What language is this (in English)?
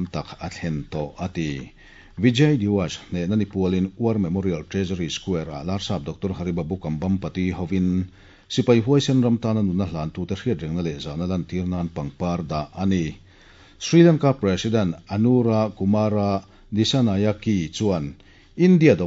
Mizo